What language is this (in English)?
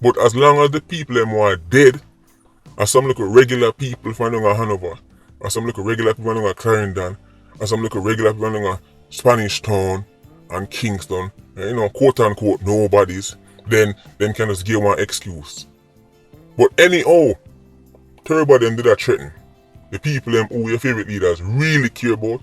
Jamaican Creole English